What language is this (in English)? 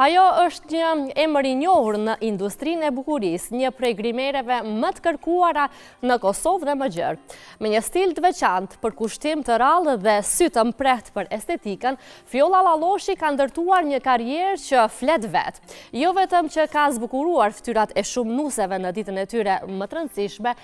Albanian